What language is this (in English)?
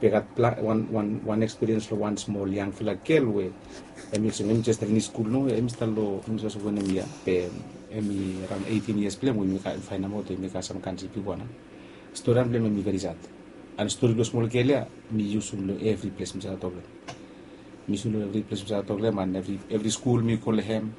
Bislama